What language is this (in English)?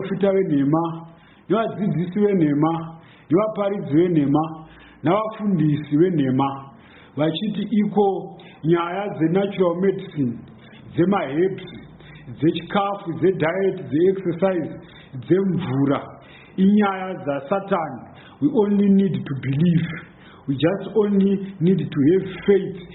Shona